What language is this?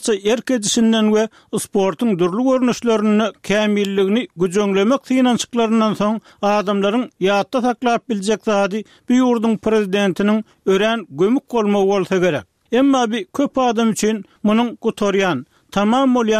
Turkmen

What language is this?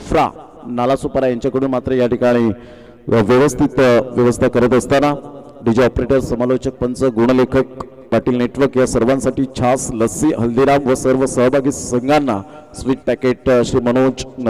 Marathi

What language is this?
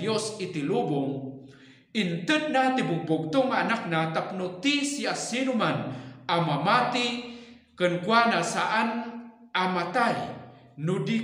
Iloko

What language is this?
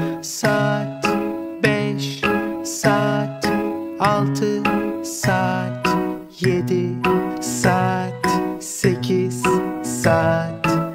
Turkish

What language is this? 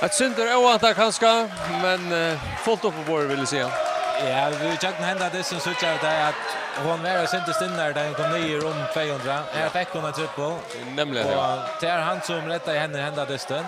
Faroese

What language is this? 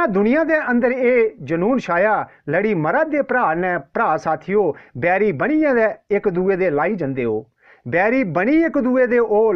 Dogri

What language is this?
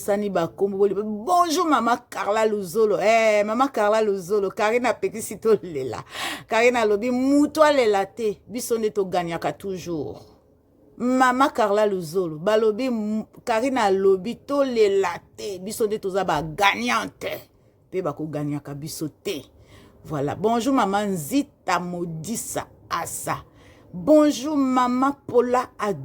Lingala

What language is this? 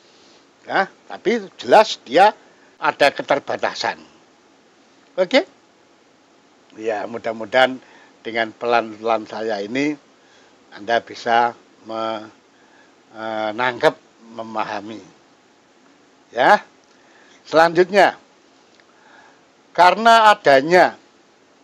Indonesian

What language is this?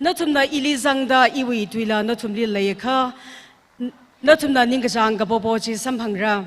Tangkhul Naga (India)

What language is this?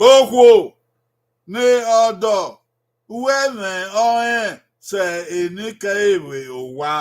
Bini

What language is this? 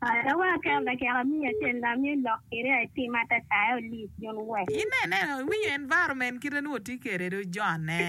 Acoli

